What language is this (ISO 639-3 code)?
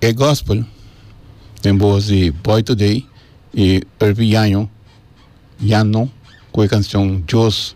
pap